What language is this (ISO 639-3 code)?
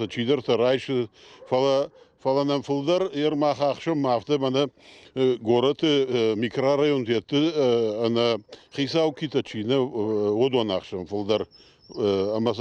oss